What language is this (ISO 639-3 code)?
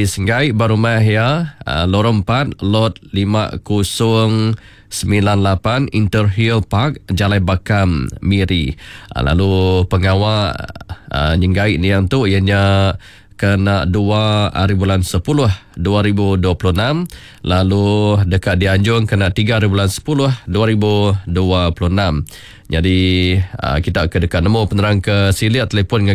msa